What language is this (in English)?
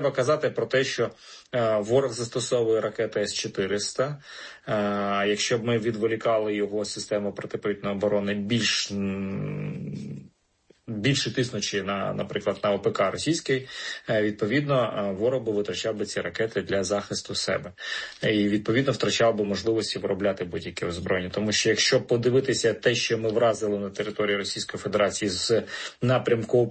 Ukrainian